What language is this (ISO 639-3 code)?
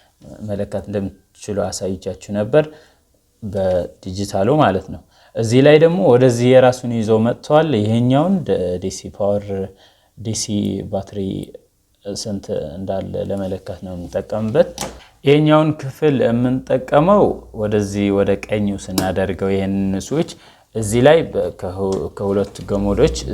amh